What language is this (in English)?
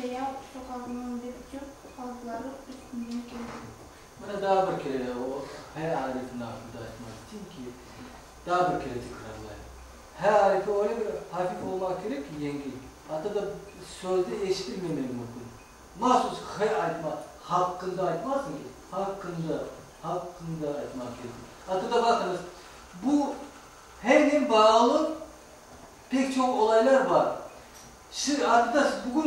Crimean Tatar